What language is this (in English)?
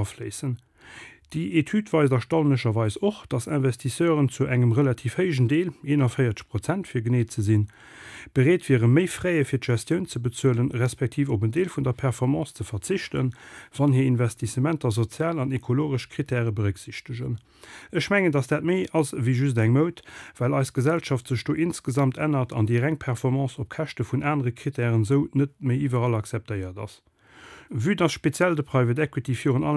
Luxembourgish